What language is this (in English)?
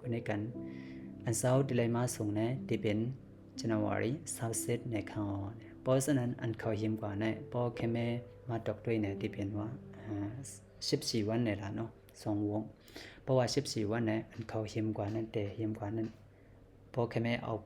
Shan